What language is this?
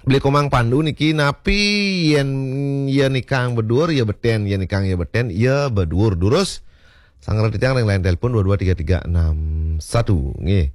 Balinese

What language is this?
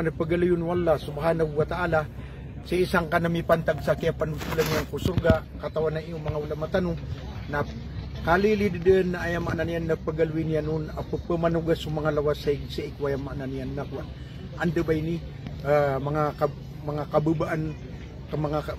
Maranao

